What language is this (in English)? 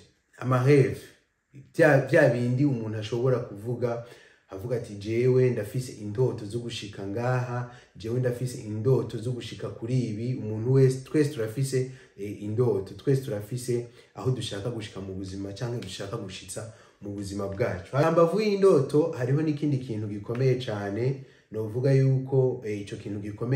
Rundi